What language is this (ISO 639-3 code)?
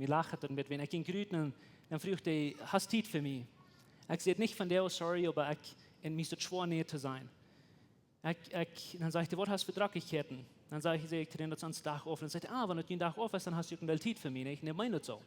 pdt